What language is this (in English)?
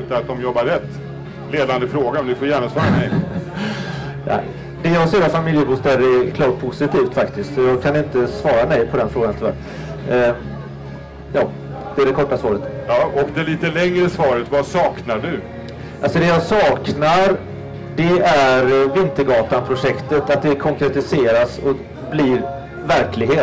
Swedish